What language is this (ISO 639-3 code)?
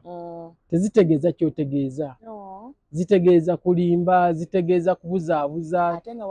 lug